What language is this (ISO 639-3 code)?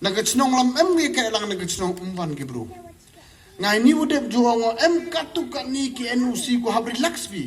pbv